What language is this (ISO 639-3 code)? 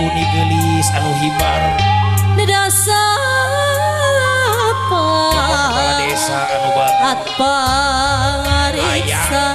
sun